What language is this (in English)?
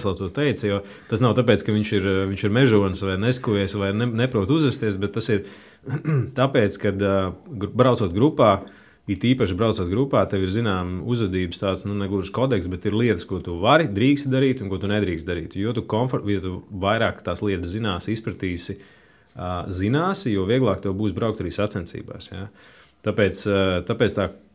Latvian